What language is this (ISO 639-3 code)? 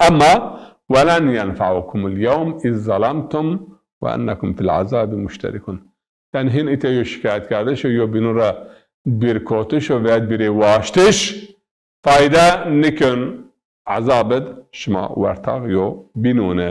zza